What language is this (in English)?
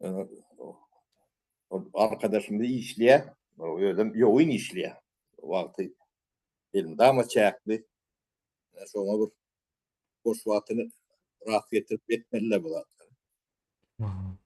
Turkmen